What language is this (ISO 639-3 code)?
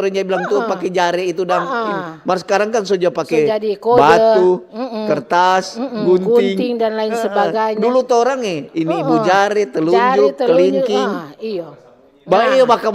xmm